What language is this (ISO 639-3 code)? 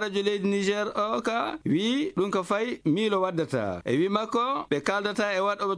ffm